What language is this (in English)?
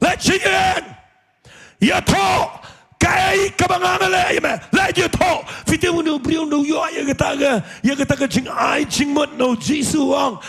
Khasi